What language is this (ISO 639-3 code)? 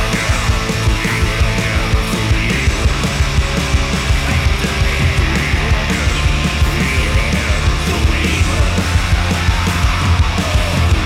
isl